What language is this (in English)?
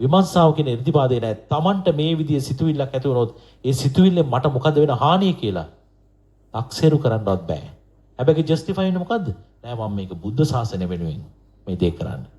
Sinhala